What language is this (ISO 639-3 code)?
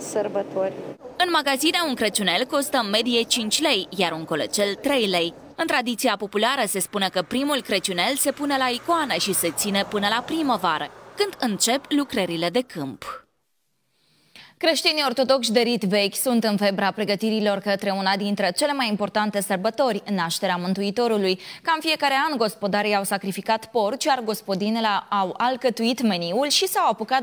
ron